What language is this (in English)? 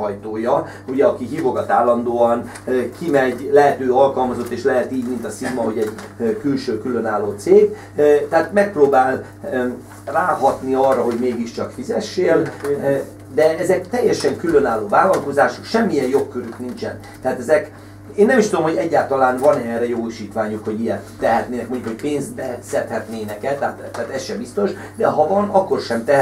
Hungarian